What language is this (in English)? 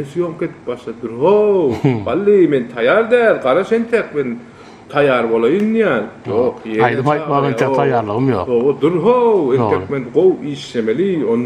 Turkmen